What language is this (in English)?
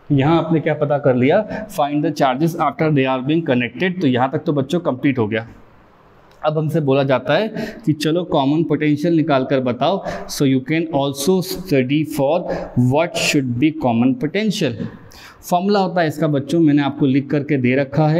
Hindi